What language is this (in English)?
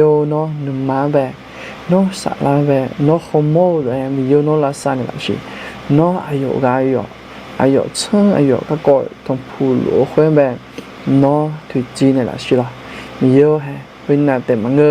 Akha